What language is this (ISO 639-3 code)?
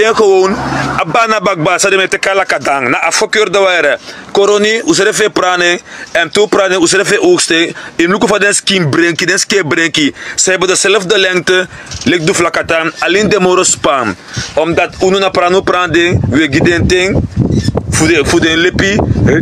srn